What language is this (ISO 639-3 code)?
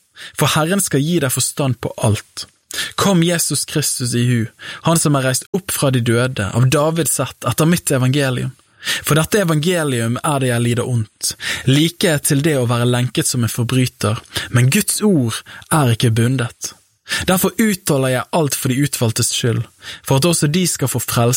nor